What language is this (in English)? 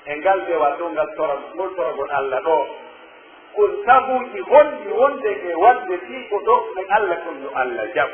Pular